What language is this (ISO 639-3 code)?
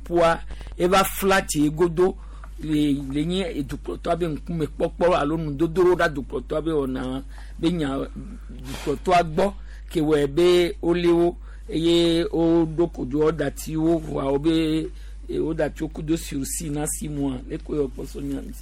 gej